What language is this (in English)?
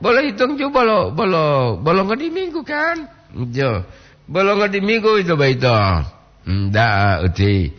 Gorontalo